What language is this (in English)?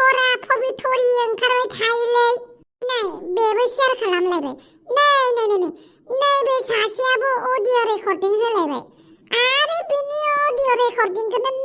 Bodo